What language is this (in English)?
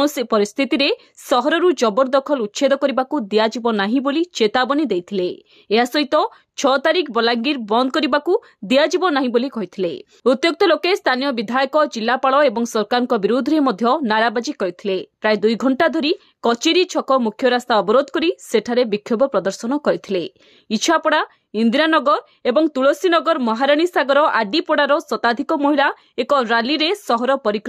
Odia